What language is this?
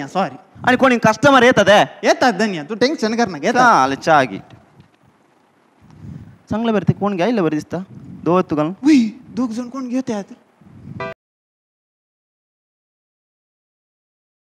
Konkani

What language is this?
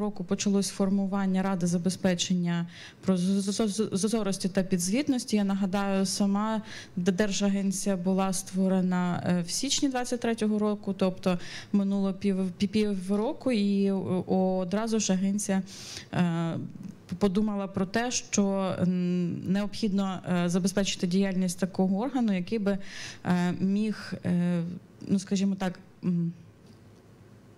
Ukrainian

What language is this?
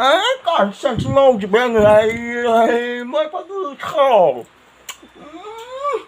Bodo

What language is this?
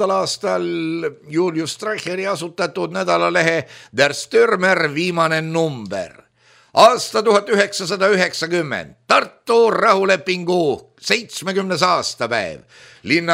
Estonian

